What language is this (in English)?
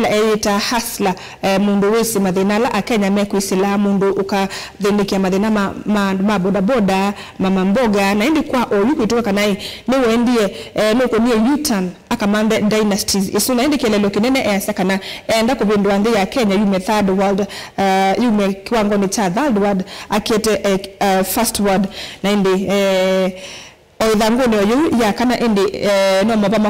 Kamba